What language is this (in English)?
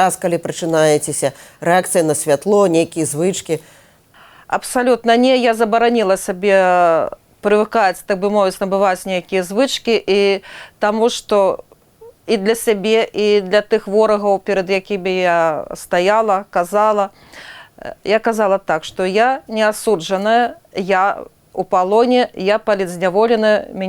Belarusian